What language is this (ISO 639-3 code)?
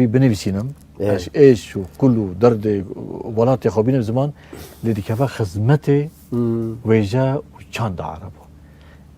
kur